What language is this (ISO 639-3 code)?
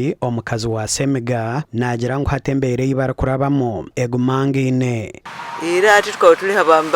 nyn